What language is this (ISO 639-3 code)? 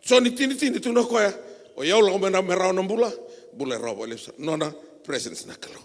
fij